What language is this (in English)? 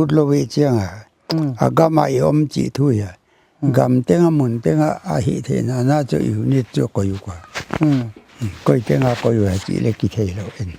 Paite Chin